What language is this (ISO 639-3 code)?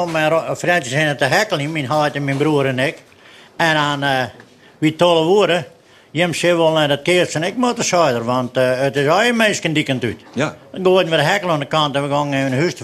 fry